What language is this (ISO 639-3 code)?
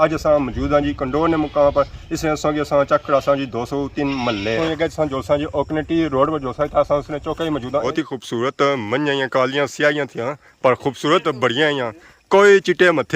phr